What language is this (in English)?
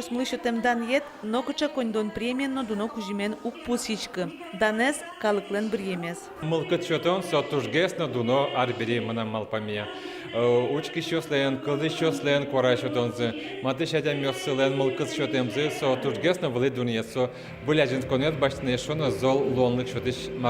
Udmurt